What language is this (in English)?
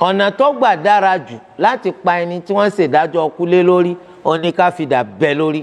Yoruba